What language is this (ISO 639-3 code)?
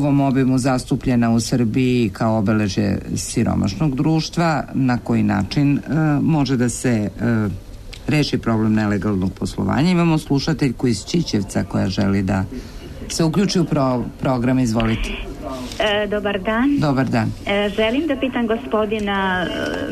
srp